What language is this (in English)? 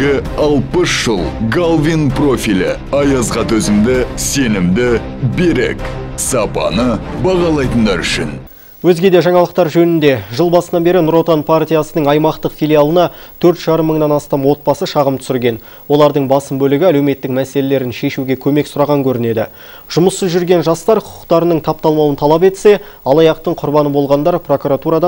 Kazakh